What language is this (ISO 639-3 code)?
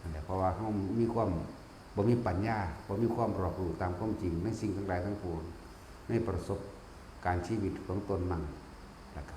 tts